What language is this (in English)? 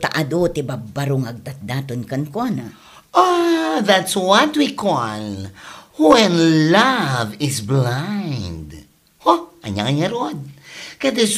Iloko